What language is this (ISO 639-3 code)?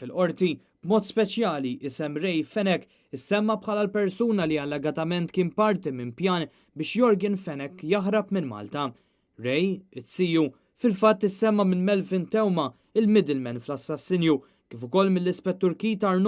mlt